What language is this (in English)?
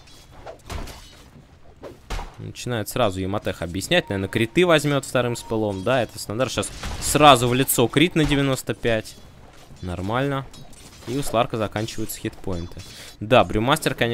Russian